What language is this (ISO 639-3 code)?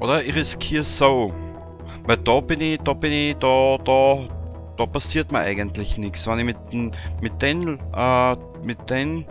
bar